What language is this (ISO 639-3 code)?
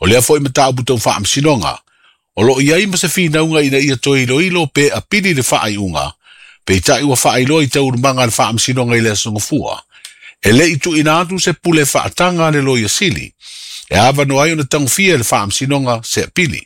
smo